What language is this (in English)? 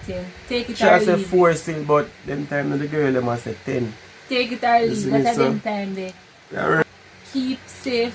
Jamaican Creole English